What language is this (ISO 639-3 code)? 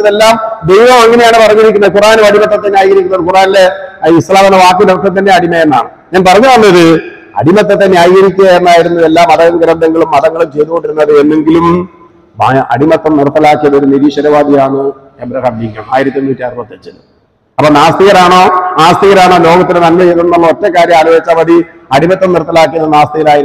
mal